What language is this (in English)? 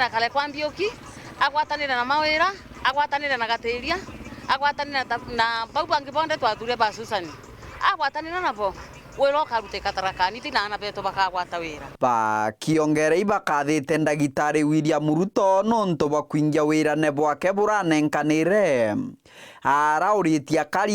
Meru